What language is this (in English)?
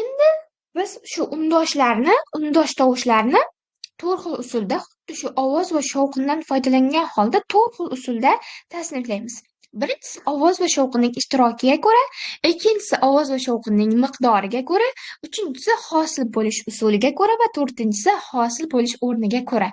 Uzbek